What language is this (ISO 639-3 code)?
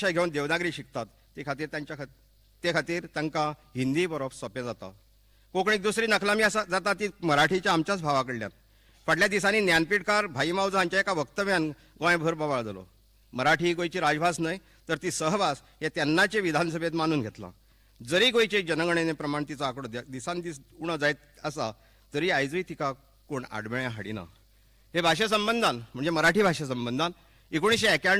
kok